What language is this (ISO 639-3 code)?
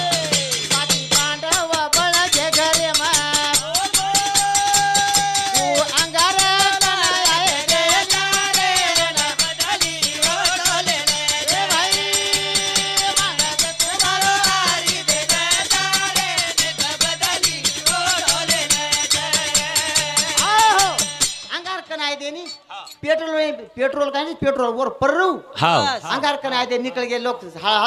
lmn